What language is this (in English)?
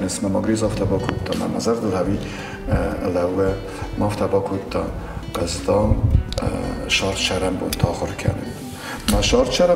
Ossetic